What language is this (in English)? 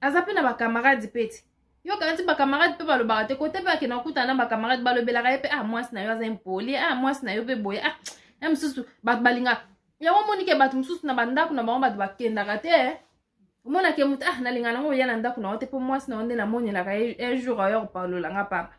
Lingala